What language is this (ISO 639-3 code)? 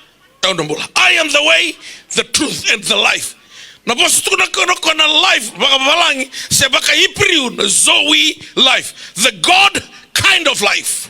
fij